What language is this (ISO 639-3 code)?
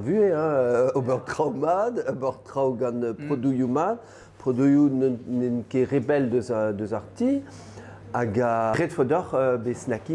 bre